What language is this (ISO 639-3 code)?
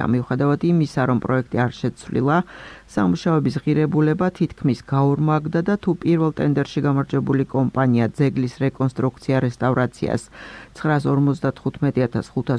kat